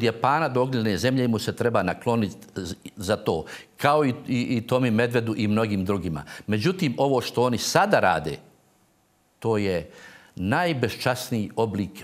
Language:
Croatian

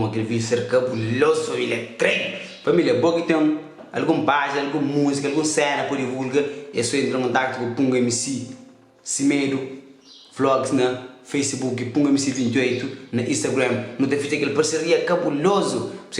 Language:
Kabuverdianu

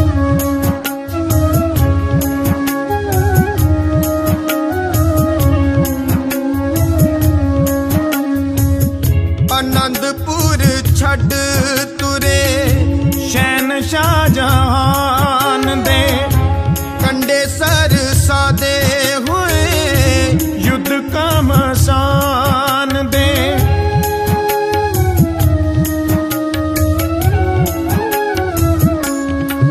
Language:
Punjabi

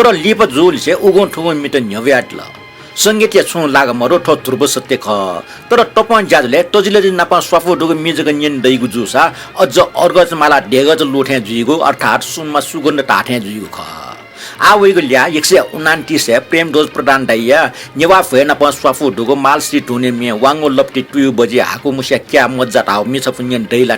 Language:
Newari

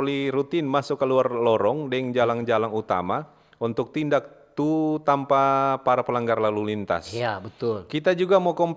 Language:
Manado Malay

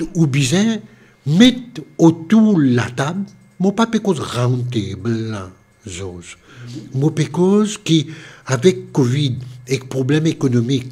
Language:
Morisyen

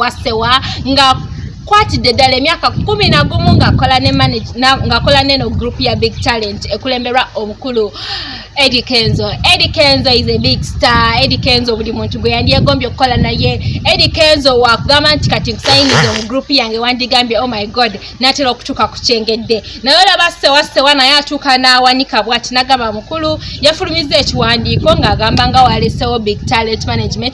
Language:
Ganda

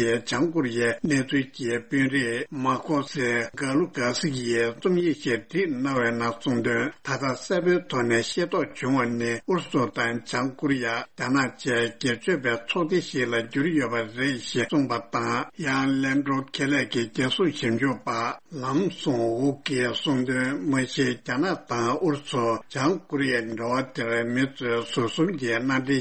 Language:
Tibetan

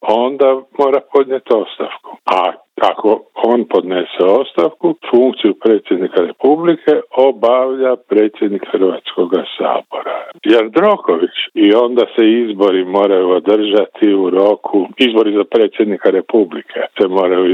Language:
Croatian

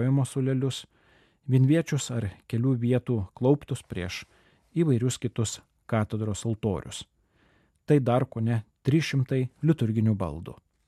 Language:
Lithuanian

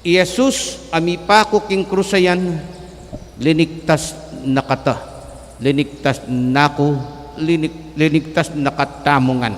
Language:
Pampanga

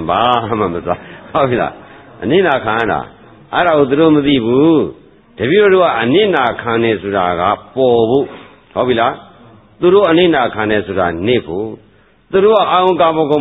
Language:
Burmese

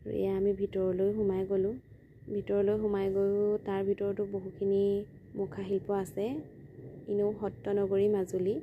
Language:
Assamese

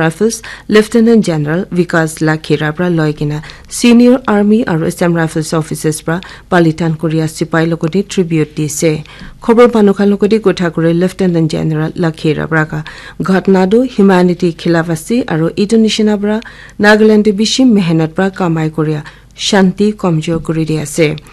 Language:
Naga Pidgin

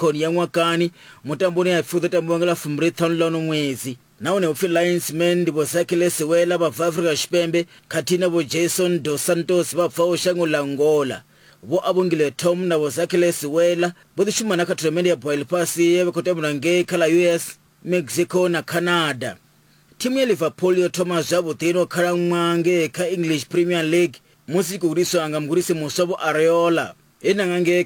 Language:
Venda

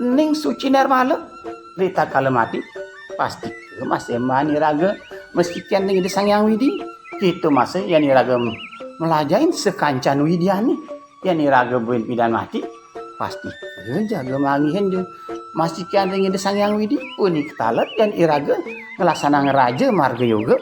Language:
Balinese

